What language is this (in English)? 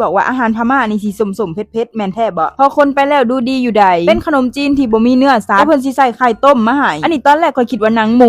Lao